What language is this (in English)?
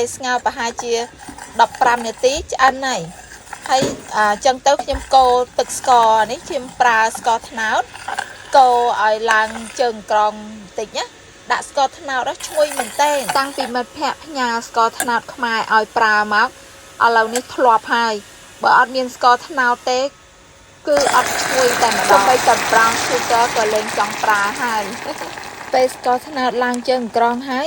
Khmer